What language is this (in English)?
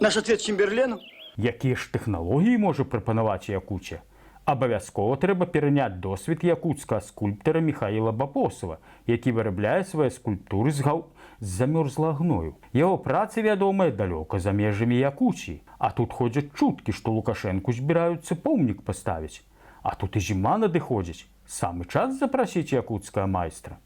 Belarusian